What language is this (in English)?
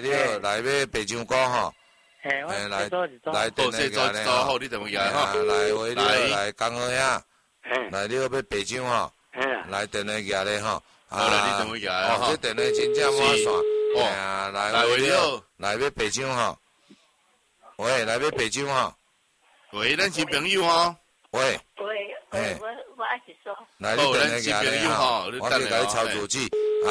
Min Nan Chinese